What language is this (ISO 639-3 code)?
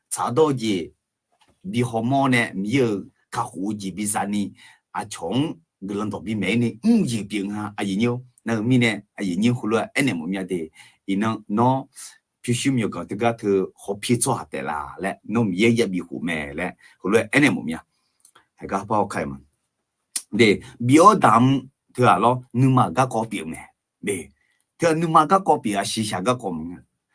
ahk